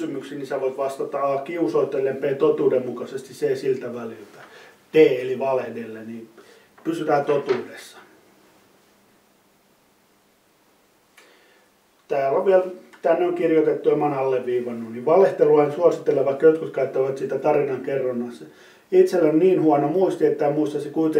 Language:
Finnish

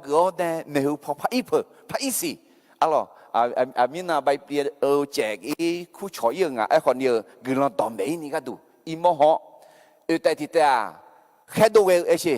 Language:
Akha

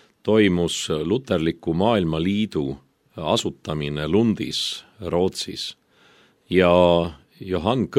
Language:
Estonian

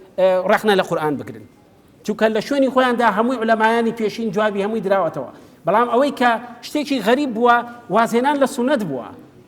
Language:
Central Kurdish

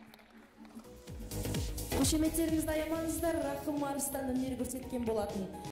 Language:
Kazakh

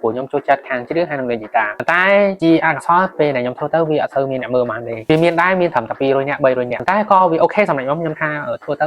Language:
Khmer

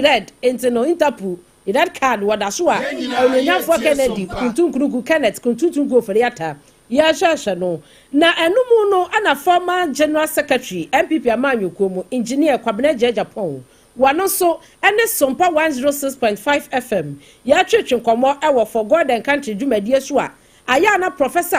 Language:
Akan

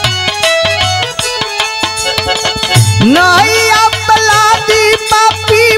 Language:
Bhojpuri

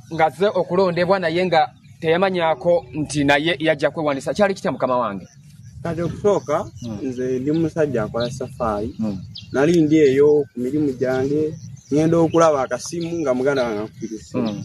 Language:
Ganda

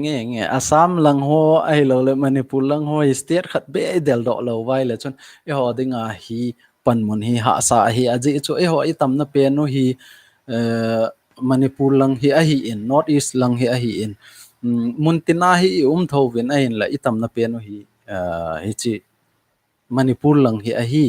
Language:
Thado Chin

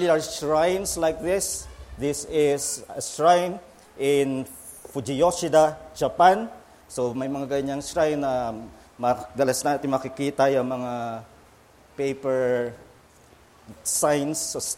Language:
Filipino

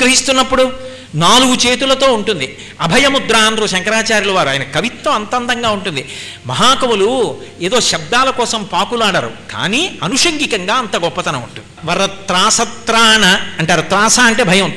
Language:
Telugu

